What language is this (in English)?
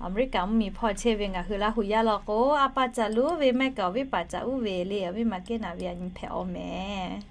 Lahu